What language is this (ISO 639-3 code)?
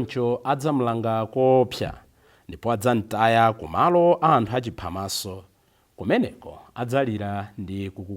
nya